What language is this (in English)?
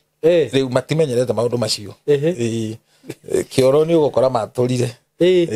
Kikuyu